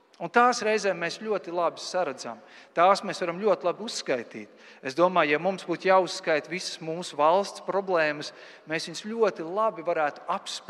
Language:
Latvian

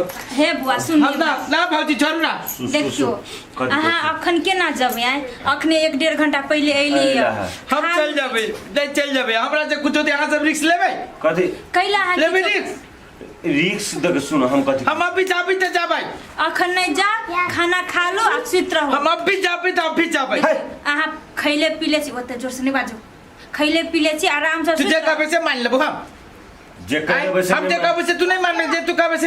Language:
Maithili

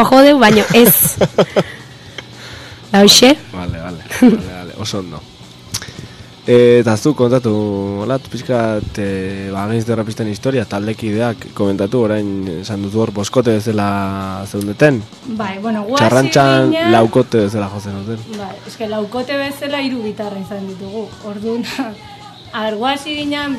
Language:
Basque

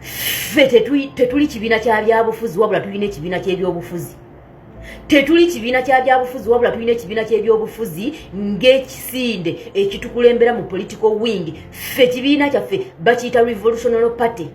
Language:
Ganda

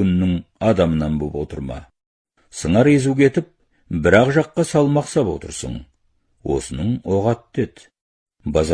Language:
Kazakh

